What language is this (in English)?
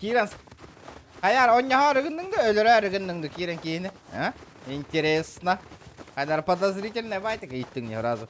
Yakut